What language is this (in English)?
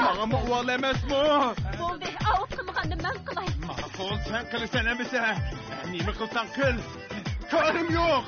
Uyghur